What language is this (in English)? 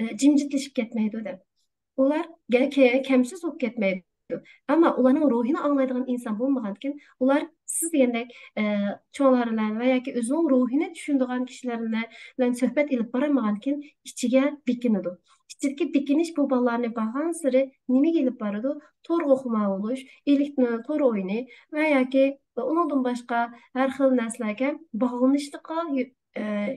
Uyghur